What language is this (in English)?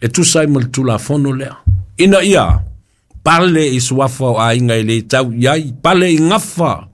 Samoan